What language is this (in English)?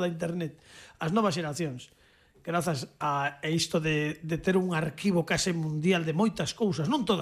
Galician